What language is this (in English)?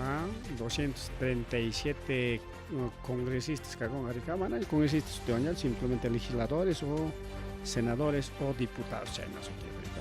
Ayacucho Quechua